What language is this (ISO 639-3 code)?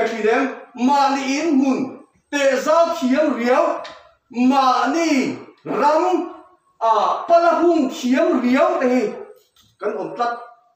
lus